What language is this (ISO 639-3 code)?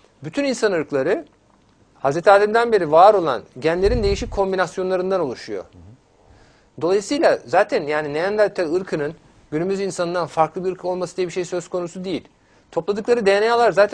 tur